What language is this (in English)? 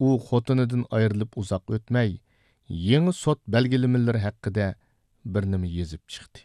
Uyghur